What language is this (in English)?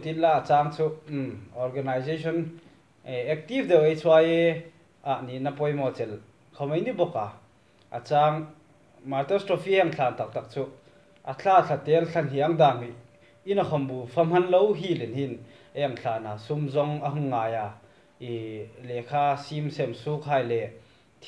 Hmar